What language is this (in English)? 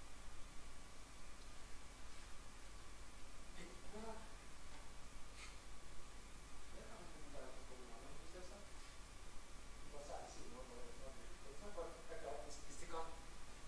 Norwegian